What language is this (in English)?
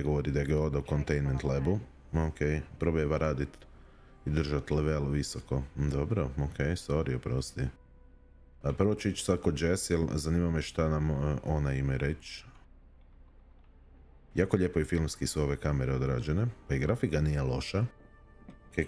Croatian